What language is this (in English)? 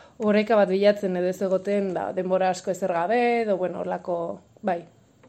Basque